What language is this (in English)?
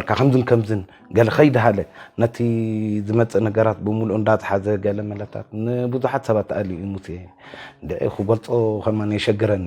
Tigrinya